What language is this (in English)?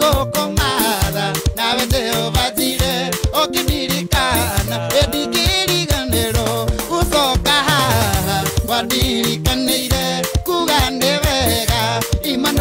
Kikuyu